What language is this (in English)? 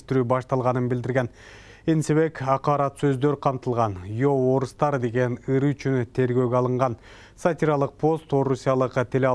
Kyrgyz